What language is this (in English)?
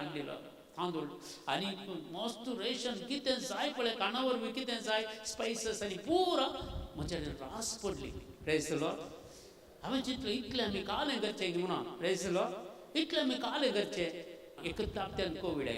Konkani